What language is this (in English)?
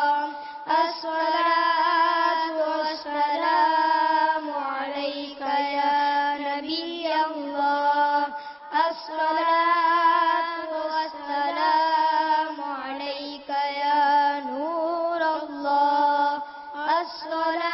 Urdu